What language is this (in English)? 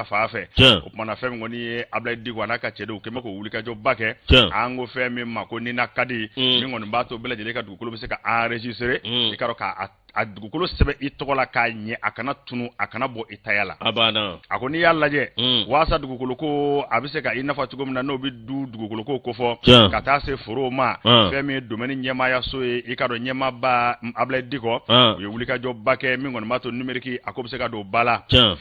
Bambara